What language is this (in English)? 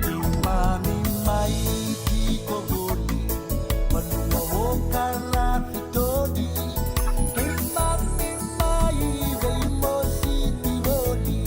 Fijian